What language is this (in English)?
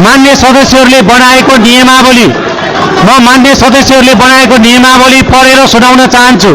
Nepali